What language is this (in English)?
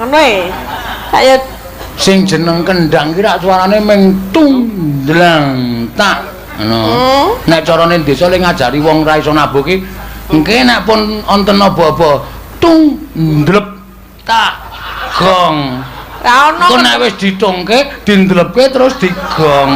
Javanese